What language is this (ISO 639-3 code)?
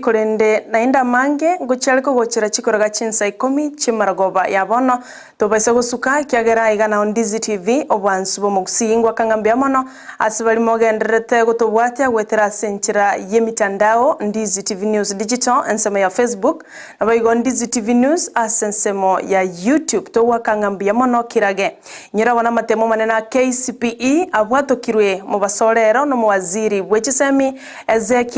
guz